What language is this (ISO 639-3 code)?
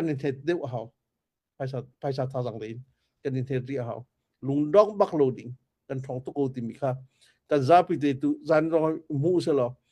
cnh